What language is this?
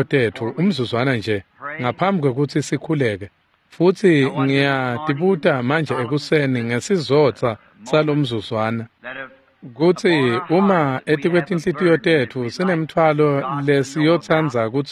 Swati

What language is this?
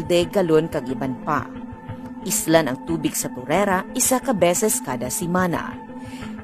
Hiligaynon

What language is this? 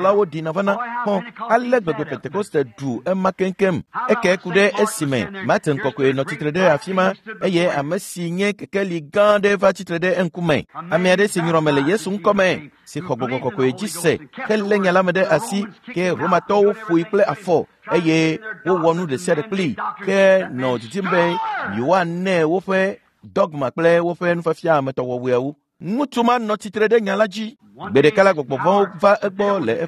Ewe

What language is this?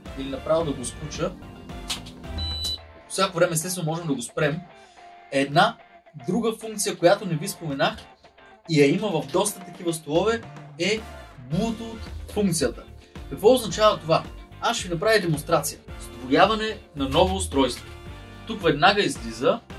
Bulgarian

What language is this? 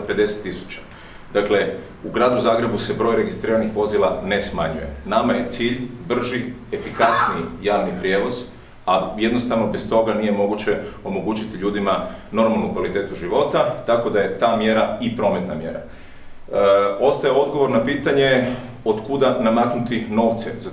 Croatian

